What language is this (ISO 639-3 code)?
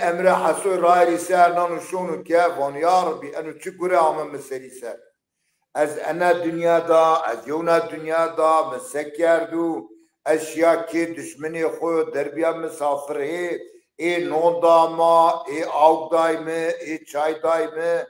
zza